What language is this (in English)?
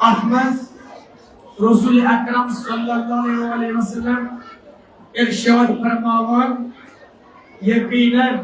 Kashmiri